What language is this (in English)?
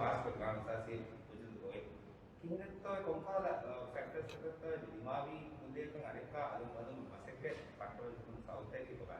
Divehi